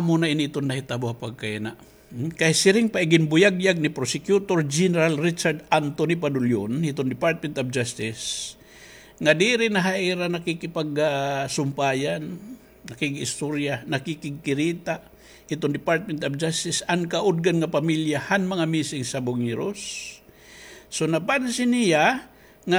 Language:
Waray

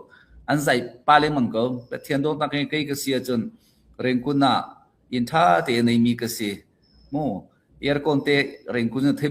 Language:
Hakha Chin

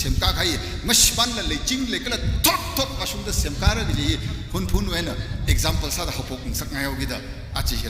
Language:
Tangkhul Naga (India)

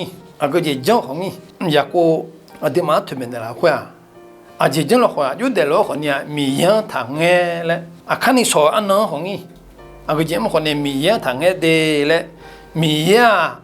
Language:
Akha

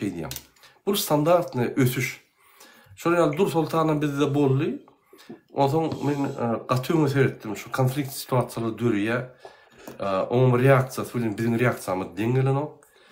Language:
Turkmen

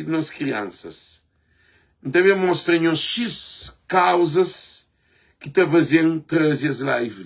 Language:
Kabuverdianu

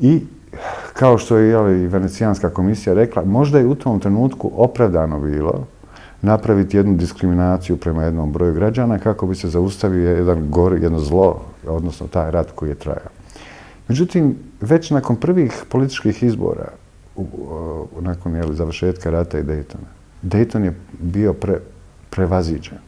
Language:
Bosnian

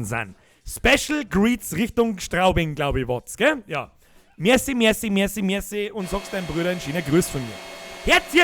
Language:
Bavarian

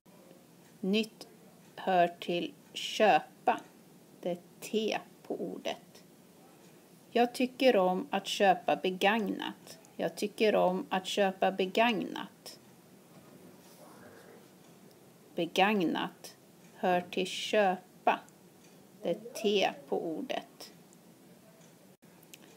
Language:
Swedish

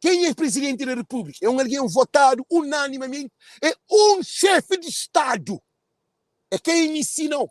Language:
Kabuverdianu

